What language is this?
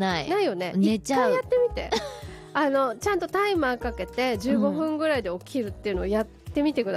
Japanese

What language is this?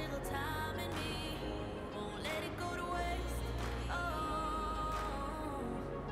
English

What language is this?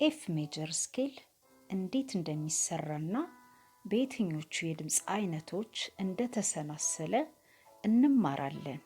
Amharic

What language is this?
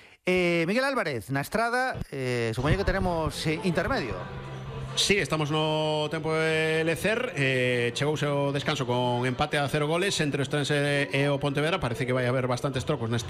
Galician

